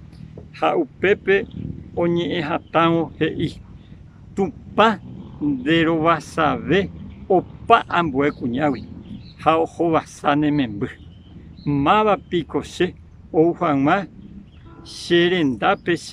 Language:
Guarani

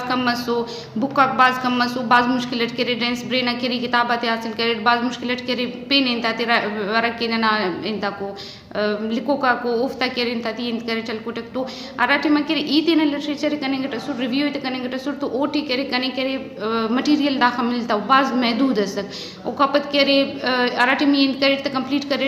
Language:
Brahui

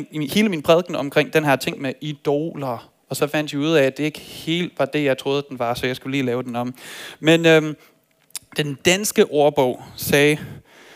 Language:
Danish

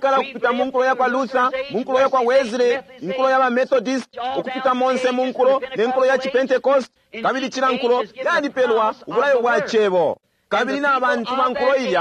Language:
Bemba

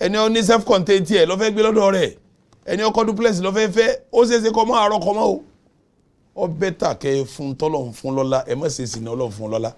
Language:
Yoruba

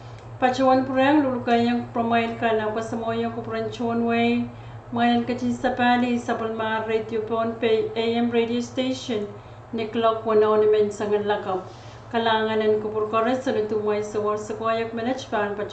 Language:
Pohnpeian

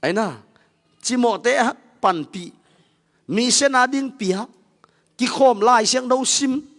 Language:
Tedim Chin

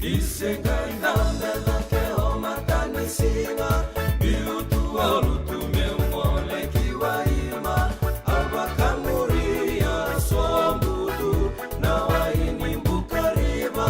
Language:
Fijian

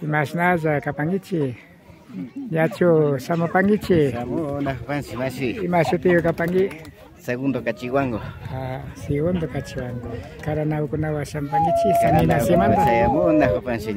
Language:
Imbabura Highland Quichua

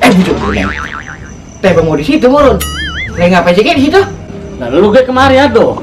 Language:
Betawi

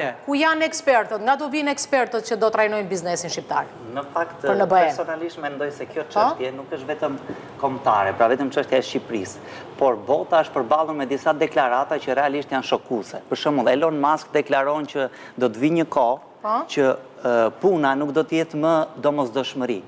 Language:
Albanian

